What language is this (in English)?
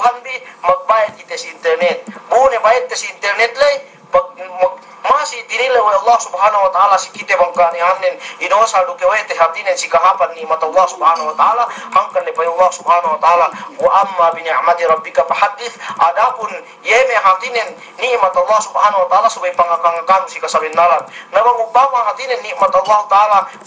Yakan